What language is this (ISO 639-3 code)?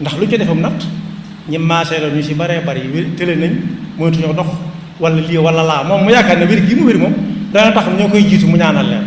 wol